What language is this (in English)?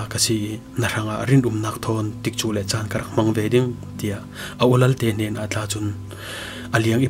Falam Chin